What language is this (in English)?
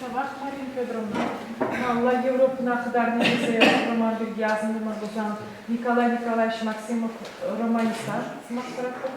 Chuvash